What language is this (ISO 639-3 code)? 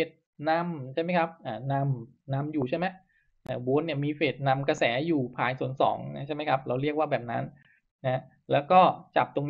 tha